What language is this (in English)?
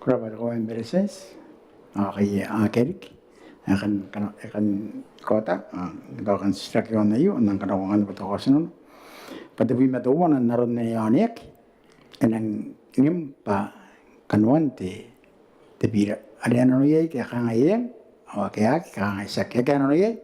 Gilbertese